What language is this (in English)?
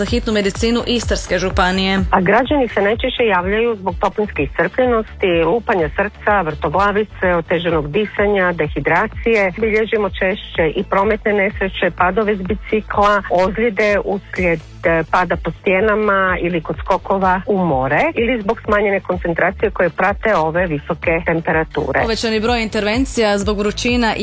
Croatian